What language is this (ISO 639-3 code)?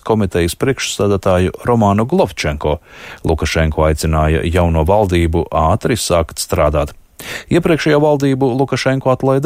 lav